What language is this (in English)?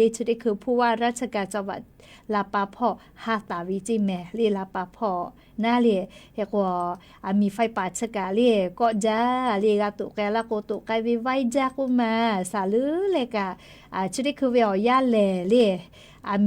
Lahu